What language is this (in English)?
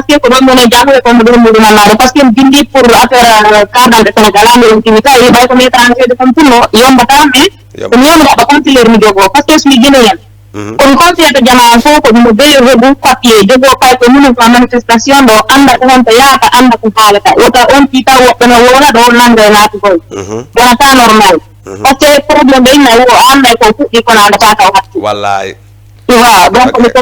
Fula